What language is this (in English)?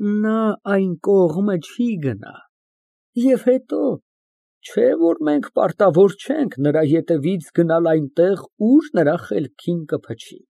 Armenian